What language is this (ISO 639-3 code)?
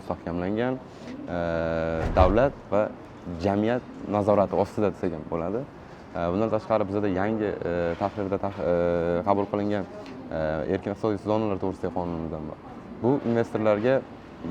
uzb